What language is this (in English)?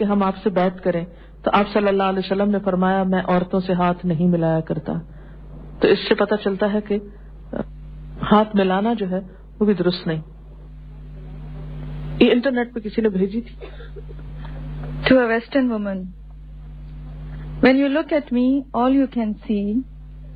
Urdu